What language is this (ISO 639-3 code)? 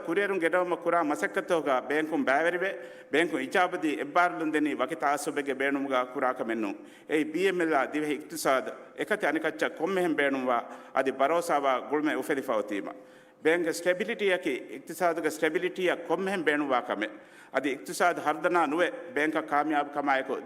div